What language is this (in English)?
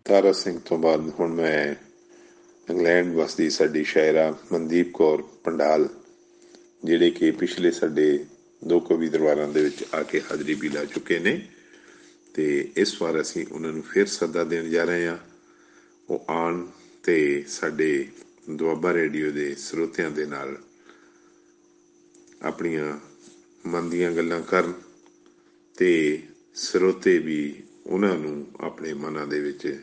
Punjabi